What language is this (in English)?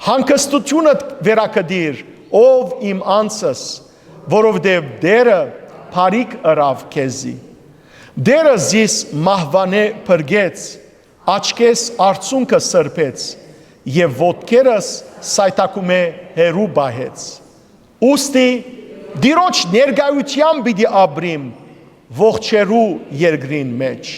Western Armenian